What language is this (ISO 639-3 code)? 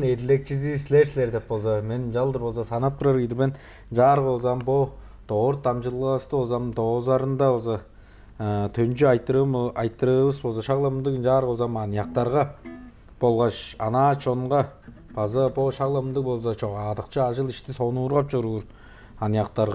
tyv